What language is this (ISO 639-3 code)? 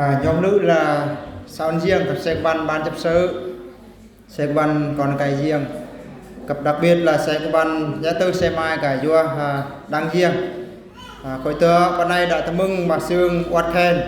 bru